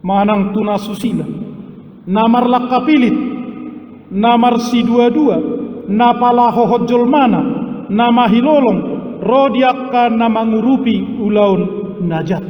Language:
Batak Toba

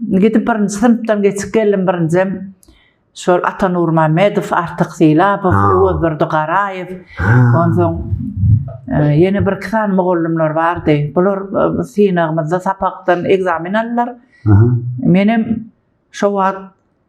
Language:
Turkmen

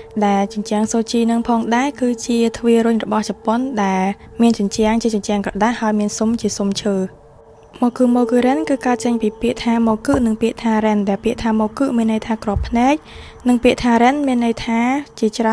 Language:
Khmer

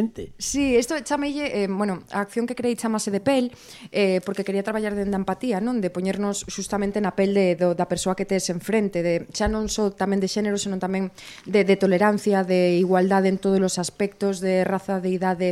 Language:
Galician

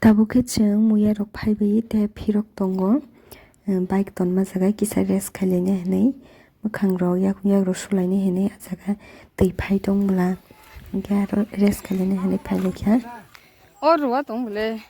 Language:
Kok Borok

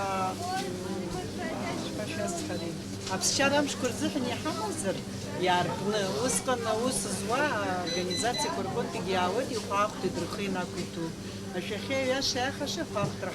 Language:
Abkhazian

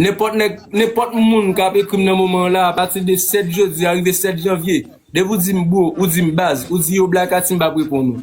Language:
Haitian Creole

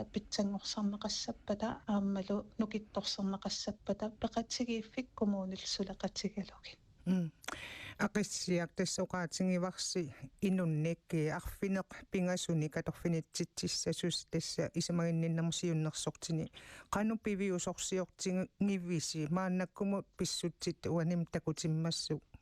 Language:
Kalaallisut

